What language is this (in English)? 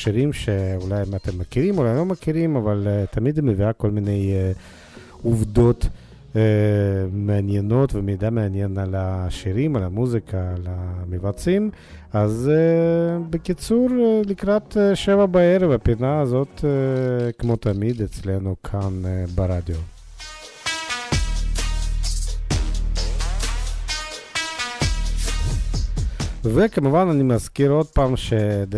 Hebrew